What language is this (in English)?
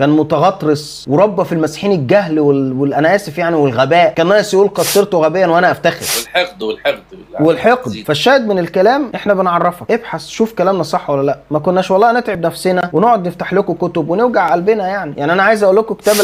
Egyptian Arabic